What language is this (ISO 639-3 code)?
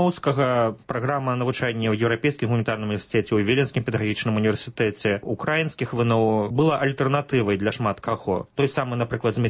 bel